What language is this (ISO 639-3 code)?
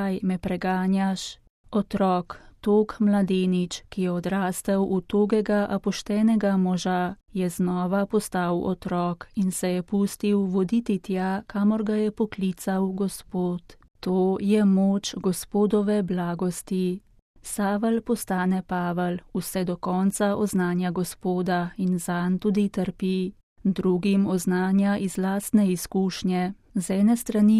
slv